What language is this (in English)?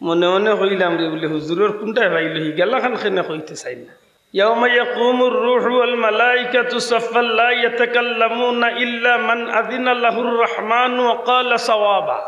Sylheti